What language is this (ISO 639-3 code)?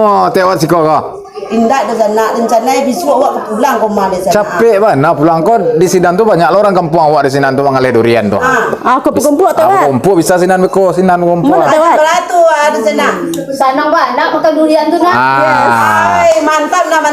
min